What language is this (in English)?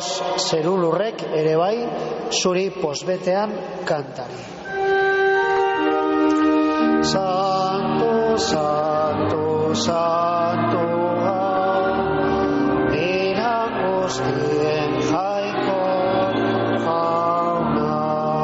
Basque